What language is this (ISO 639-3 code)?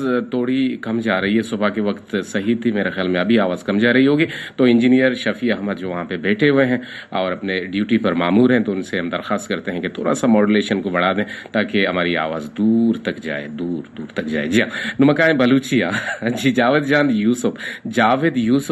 bgp